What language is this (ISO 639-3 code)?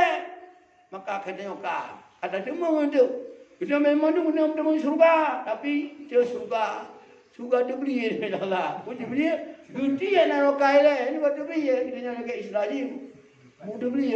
ace